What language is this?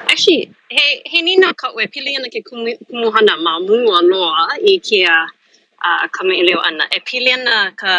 Hawaiian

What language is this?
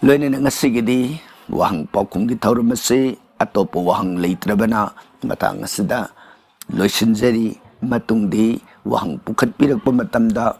Manipuri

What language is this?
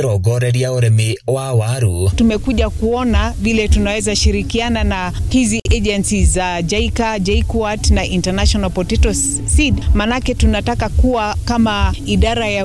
Kikuyu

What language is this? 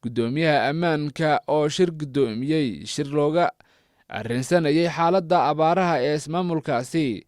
Somali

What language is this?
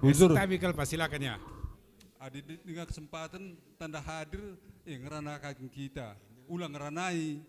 Batak Karo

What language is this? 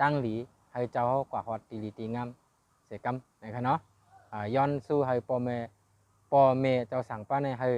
Shan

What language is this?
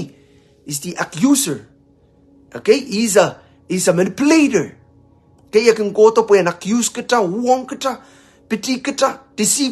Pohnpeian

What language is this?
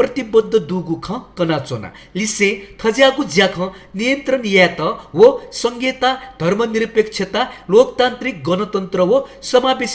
Newari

